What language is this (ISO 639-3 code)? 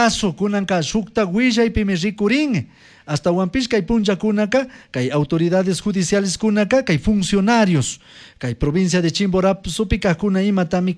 qug